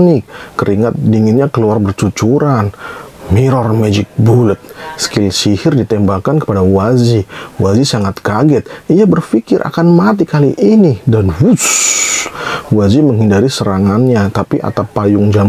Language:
Indonesian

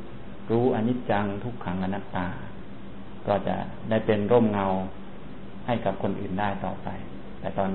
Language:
Thai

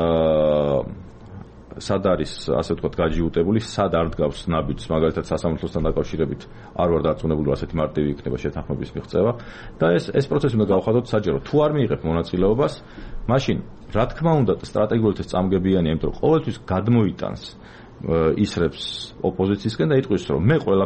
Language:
Georgian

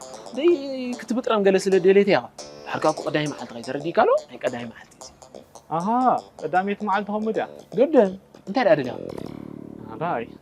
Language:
Tigrinya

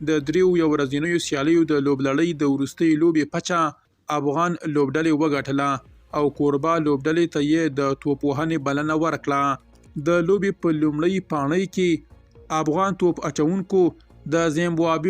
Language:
Pashto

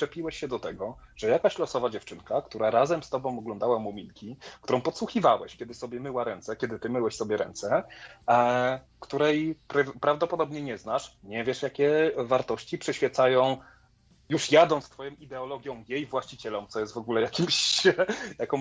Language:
Polish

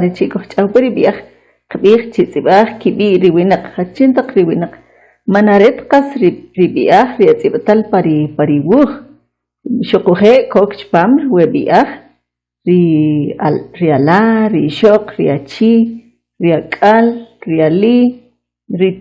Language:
Kʼicheʼ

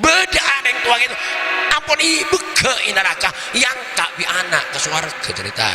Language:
Madurese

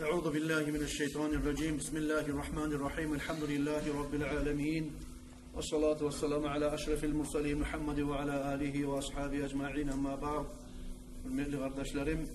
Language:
Kumyk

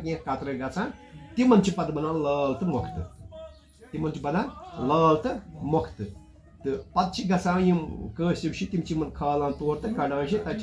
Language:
Kashmiri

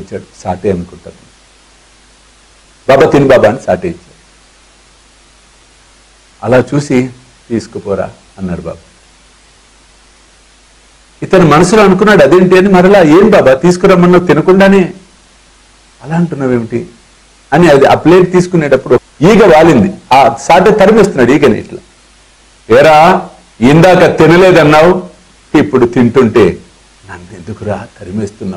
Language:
Telugu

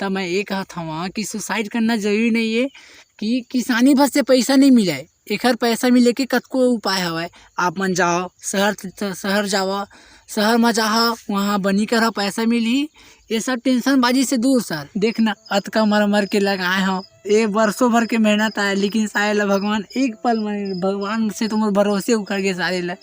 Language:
Chhattisgarhi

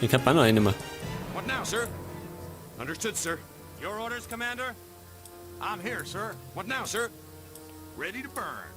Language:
Bavarian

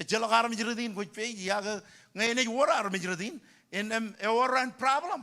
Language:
Marshallese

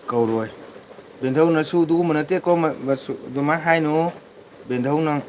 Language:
Manipuri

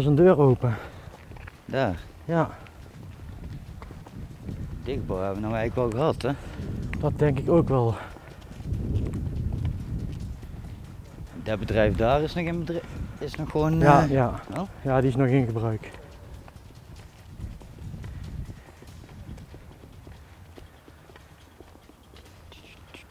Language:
Dutch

